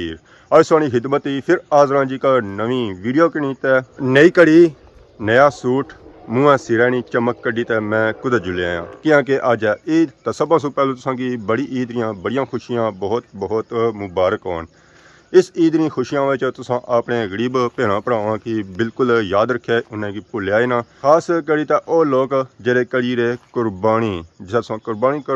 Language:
Pahari-Potwari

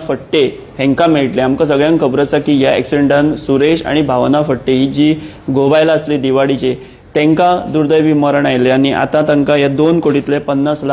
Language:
Konkani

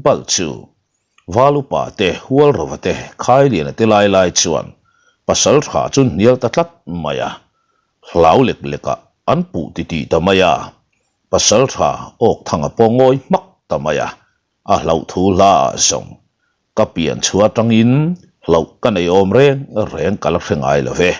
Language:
Mizo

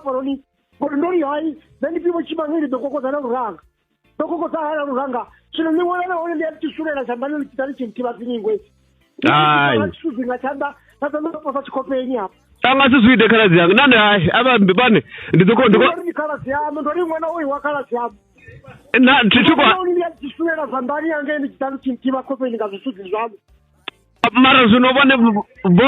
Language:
Venda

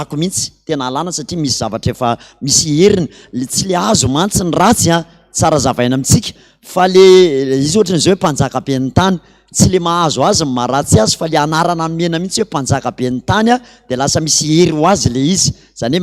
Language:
Malagasy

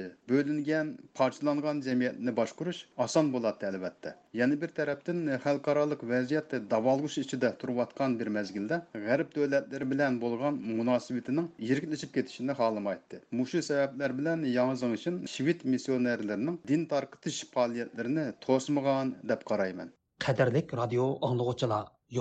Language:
Uyghur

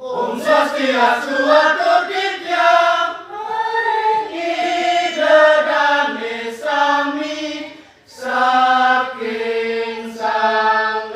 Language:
Balinese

